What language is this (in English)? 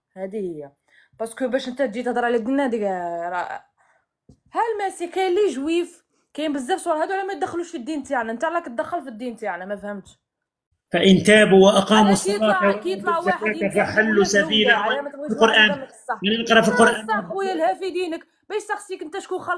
Algerian Arabic